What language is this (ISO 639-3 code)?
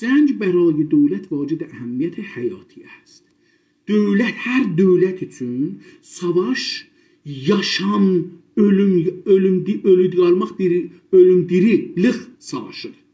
azb